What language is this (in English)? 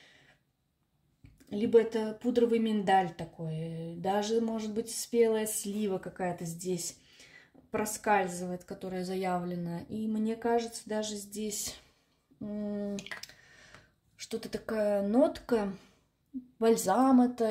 Russian